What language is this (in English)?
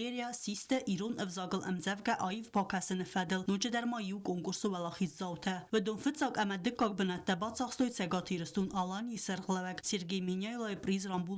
Ossetic